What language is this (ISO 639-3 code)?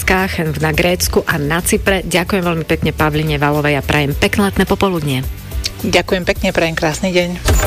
slk